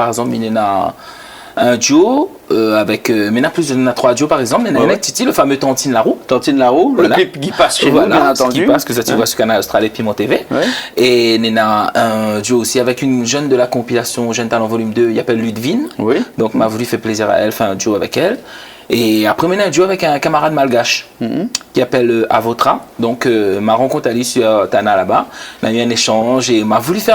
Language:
Réunion Creole French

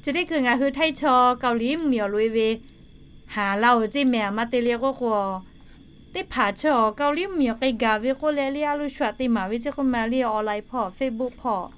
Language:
Lahu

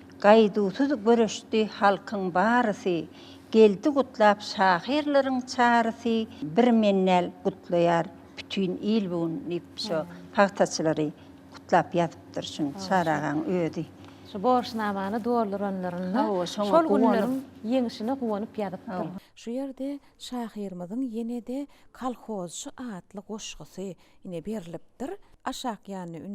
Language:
Turkmen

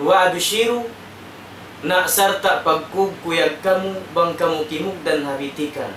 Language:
Tausug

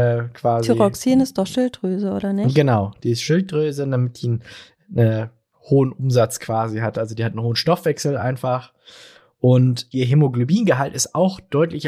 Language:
German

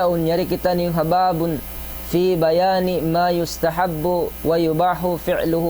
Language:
Tausug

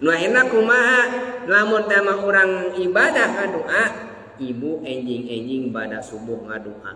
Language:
Sundanese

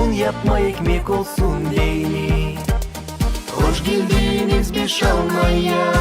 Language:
Gagauz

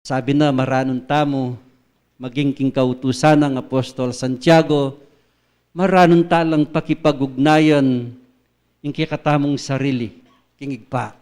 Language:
Pampanga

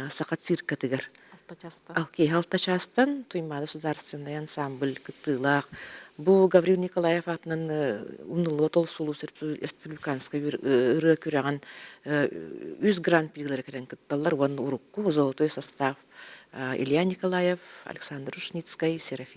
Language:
Yakut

